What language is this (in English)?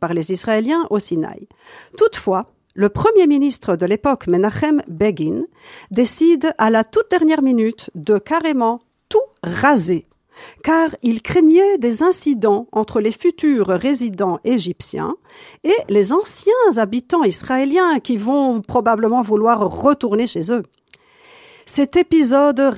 French